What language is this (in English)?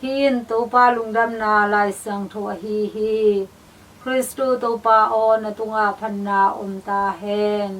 Tedim Chin